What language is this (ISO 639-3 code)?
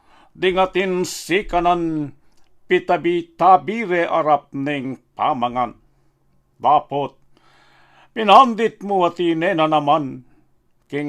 pam